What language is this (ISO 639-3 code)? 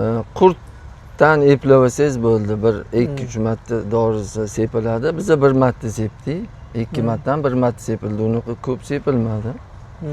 uzb